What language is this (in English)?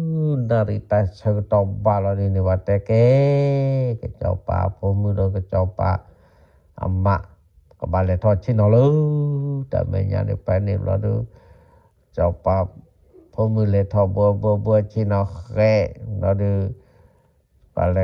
S'gaw Karen